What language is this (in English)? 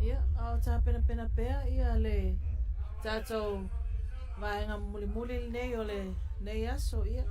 Samoan